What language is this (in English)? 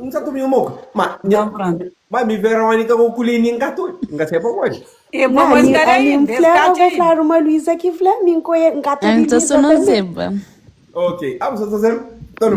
Kabuverdianu